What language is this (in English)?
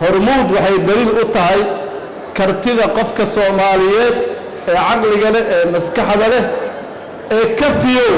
Somali